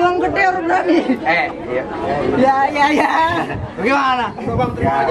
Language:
Betawi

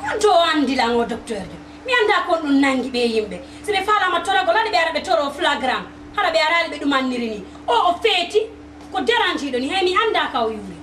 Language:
Fula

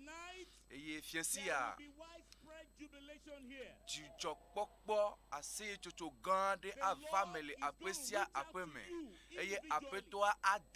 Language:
Ewe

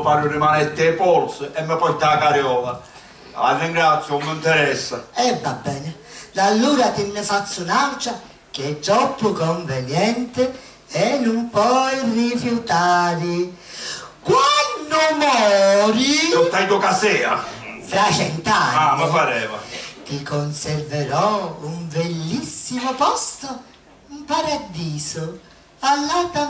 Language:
Sicilian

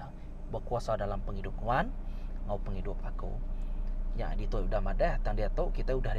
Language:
Iban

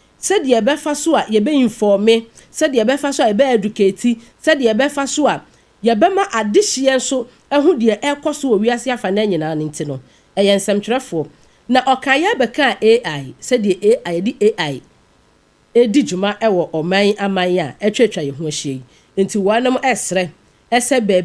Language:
Akan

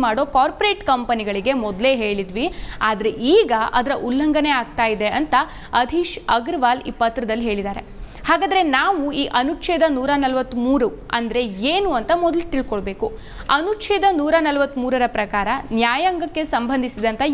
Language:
Kannada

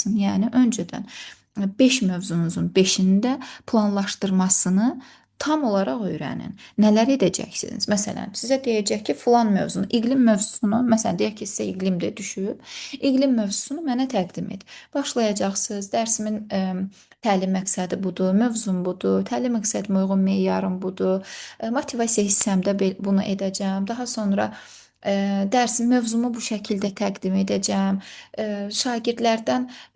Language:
Azerbaijani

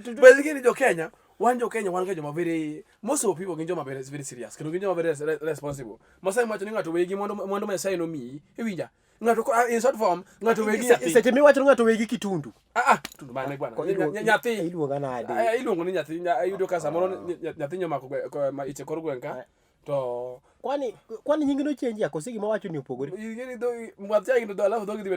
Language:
Luo (Kenya and Tanzania)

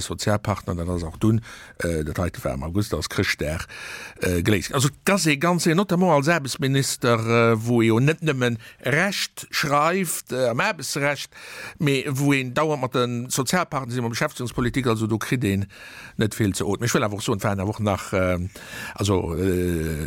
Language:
Luxembourgish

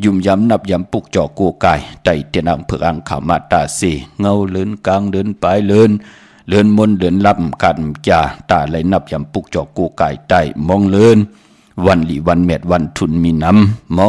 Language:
Shan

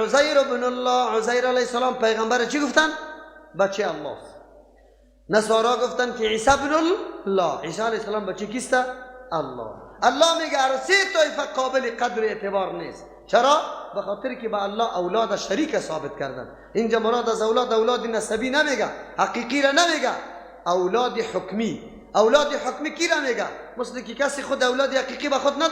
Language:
Persian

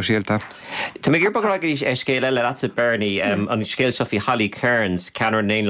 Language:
Irish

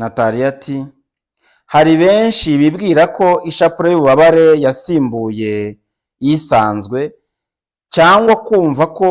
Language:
Kinyarwanda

